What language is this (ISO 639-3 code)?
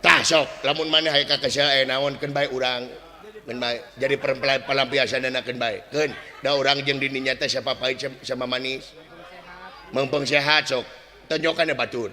sun